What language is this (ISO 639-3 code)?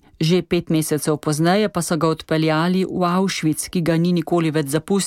slv